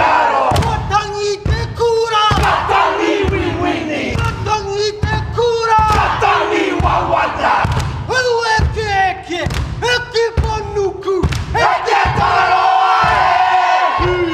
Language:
Māori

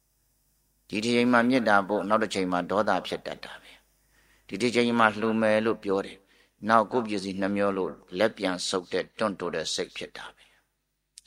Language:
Burmese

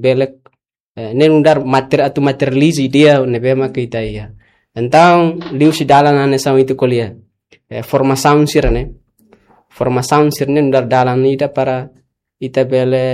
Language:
Tetum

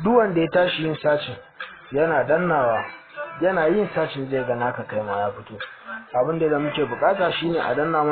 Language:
Hausa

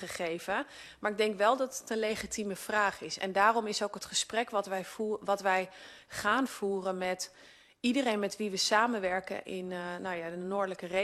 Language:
Dutch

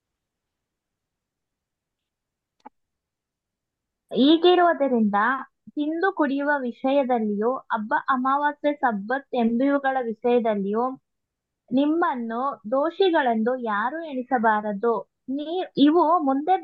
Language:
Kannada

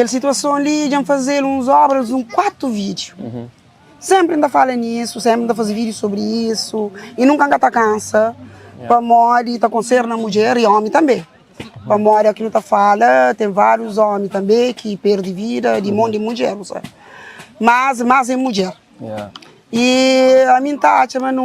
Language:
Kabuverdianu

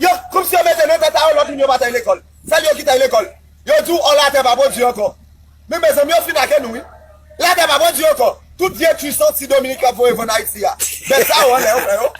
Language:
Haitian Creole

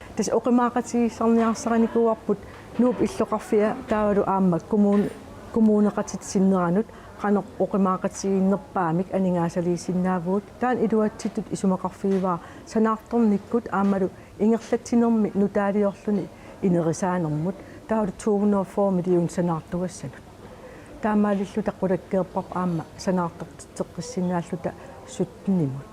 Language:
Kalaallisut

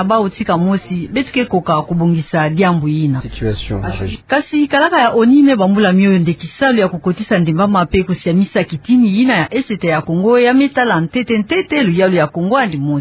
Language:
Kituba (Democratic Republic of Congo)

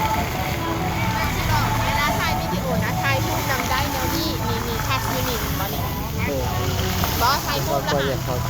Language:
Lao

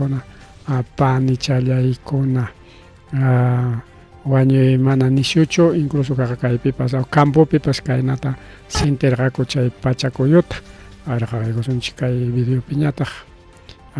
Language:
Ayacucho Quechua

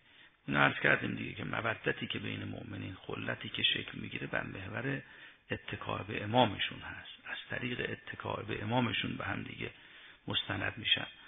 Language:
Persian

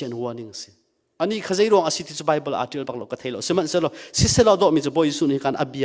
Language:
Hakha Chin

